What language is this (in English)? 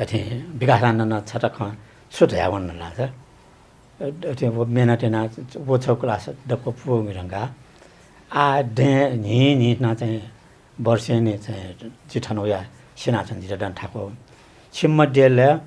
Newari